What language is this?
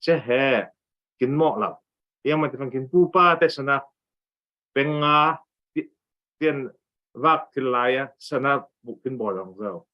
Falam Chin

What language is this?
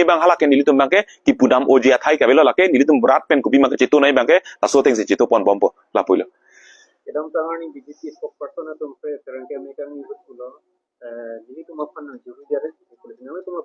Karbi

